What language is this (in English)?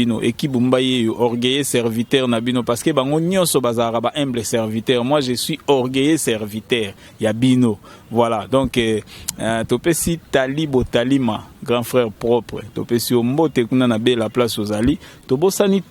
Lingala